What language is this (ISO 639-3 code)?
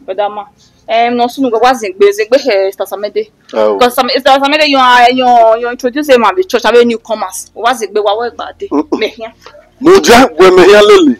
bin